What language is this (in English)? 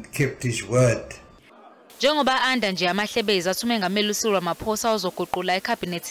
Zulu